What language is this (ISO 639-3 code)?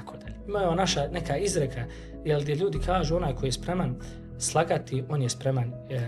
bos